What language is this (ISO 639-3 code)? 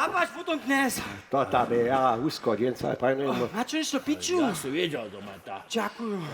hsb